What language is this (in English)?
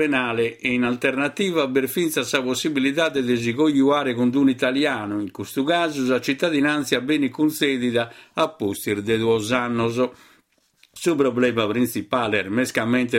Sardinian